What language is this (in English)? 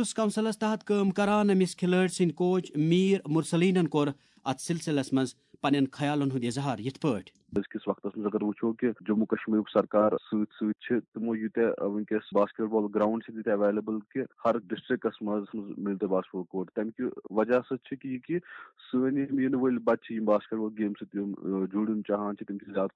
Kashmiri